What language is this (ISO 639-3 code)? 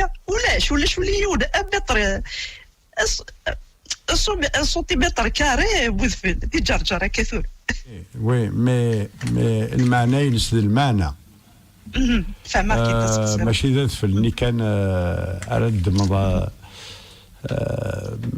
kab